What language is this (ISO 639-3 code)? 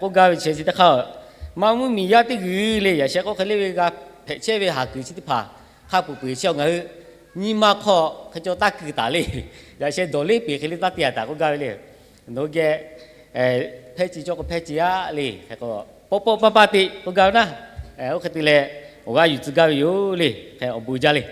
lhu